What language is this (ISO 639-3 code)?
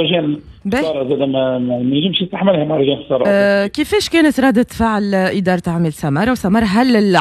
aeb